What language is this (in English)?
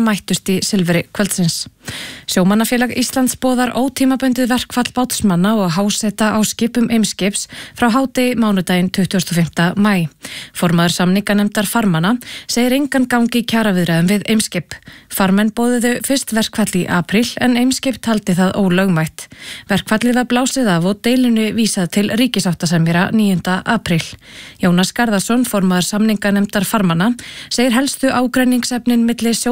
Icelandic